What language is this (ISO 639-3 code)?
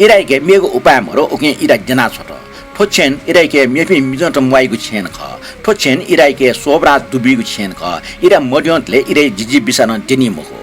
new